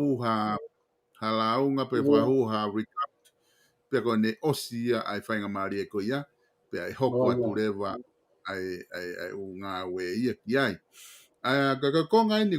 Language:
Tongan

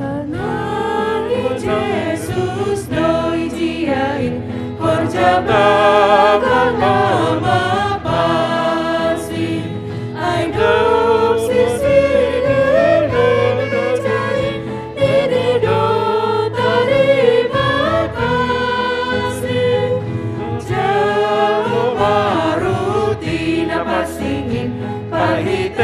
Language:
Batak Simalungun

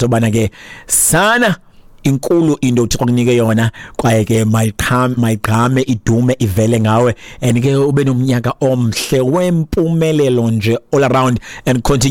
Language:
Xhosa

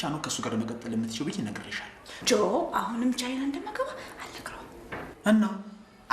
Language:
Amharic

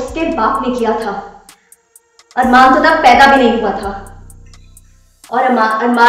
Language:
Hindi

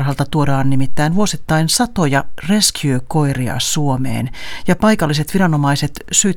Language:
Finnish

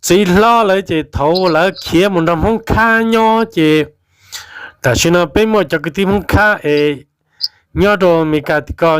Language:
Hmong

